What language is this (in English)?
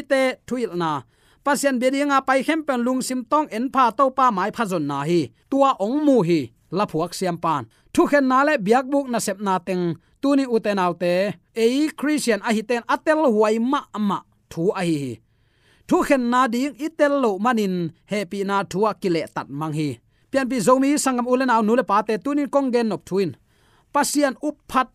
Tedim Chin